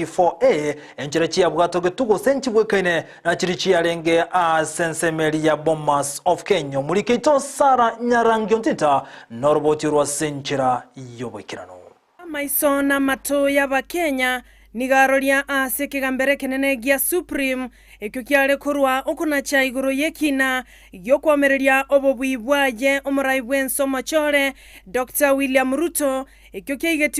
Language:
Gusii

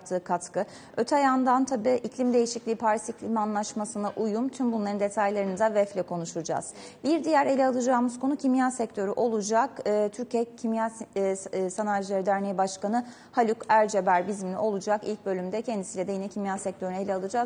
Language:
Turkish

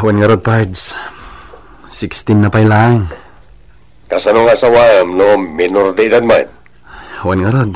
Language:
Iloko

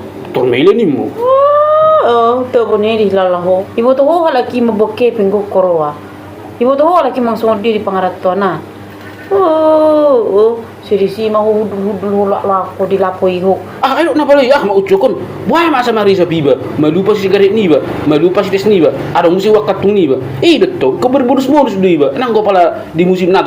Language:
Batak Toba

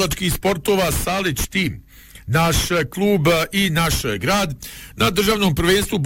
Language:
Bosnian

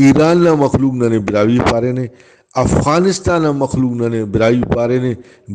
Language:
Brahui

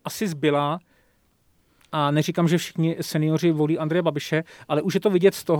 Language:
Czech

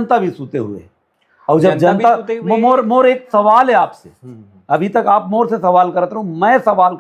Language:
Chhattisgarhi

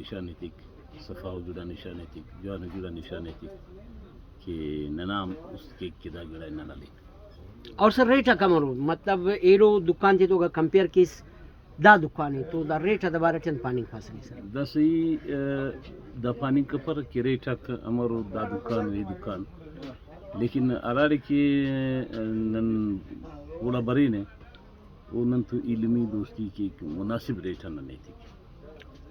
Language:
Brahui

